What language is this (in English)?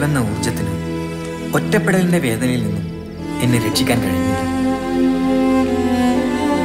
Malayalam